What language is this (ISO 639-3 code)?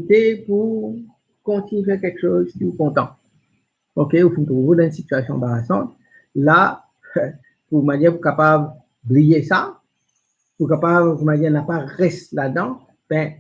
mfe